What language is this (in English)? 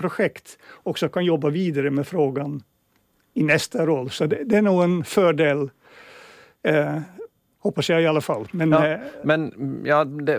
Swedish